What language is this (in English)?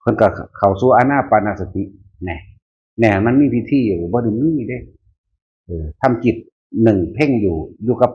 Northeastern Thai